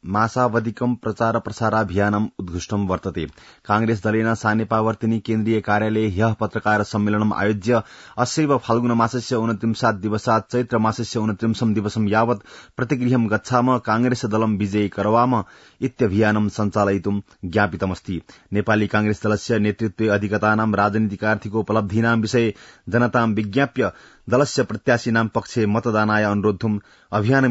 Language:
Sanskrit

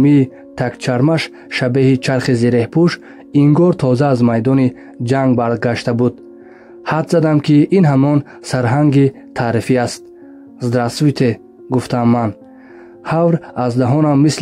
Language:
Tajik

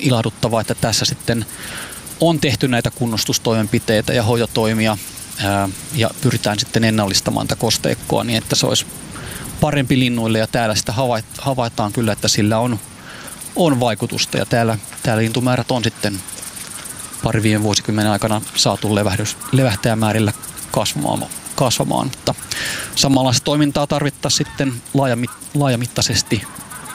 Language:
Finnish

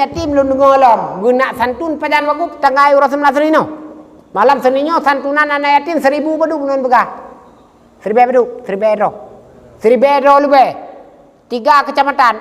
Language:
Achinese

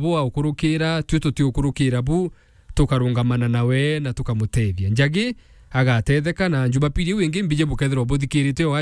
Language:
Meru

